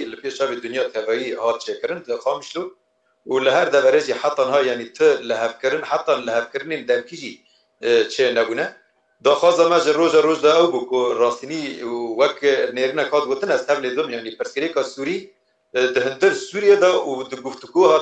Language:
Kurdish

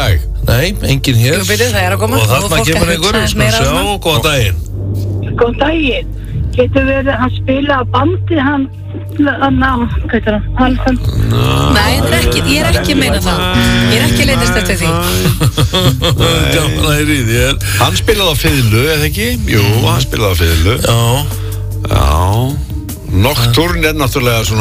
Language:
Icelandic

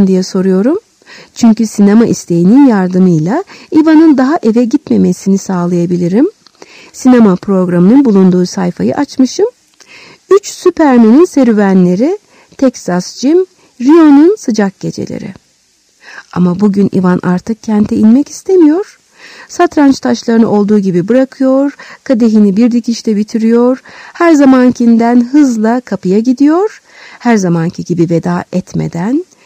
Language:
Turkish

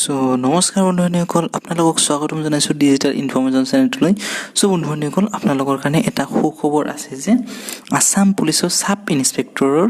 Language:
Assamese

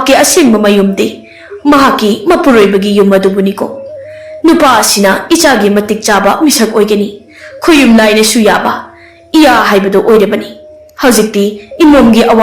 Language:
Manipuri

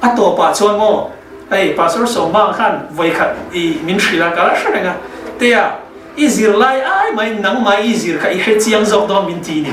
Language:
Mizo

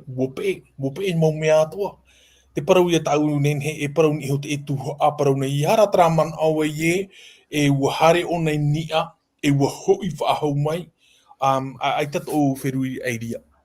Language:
Tahitian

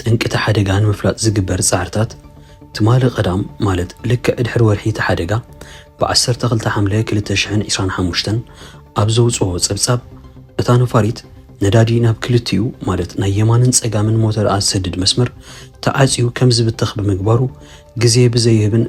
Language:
Tigrinya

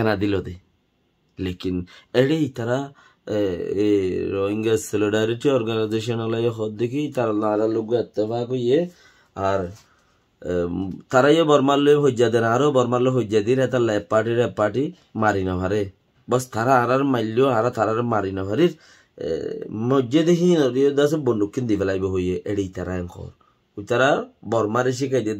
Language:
Rohingya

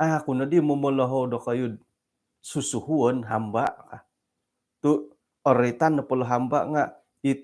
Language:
Central Dusun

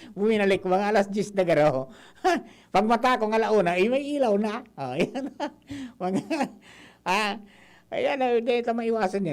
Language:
Bikol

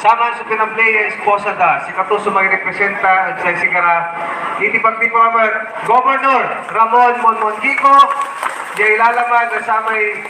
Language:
Pangasinan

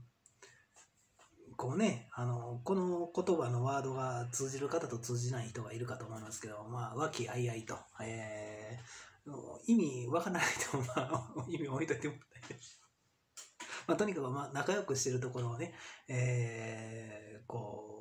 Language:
Japanese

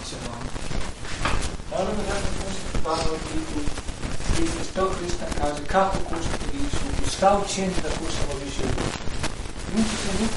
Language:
Croatian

